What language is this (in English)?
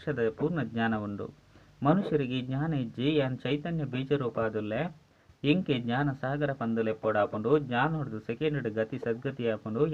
Tulu